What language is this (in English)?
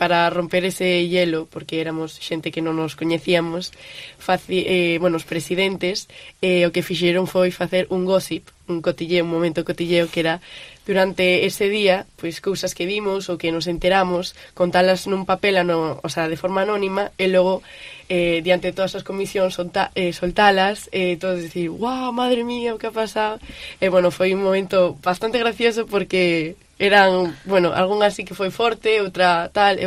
Galician